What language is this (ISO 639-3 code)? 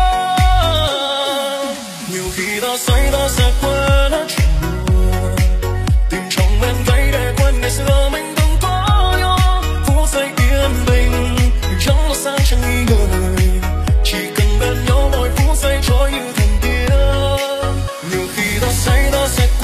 vie